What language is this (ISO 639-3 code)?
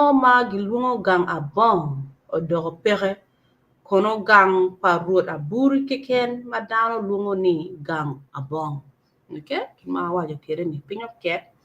ach